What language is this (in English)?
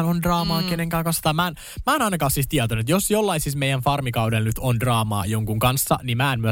Finnish